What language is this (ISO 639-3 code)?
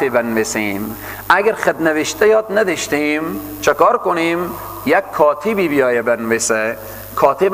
fas